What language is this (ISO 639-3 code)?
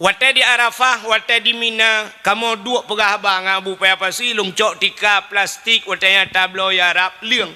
ace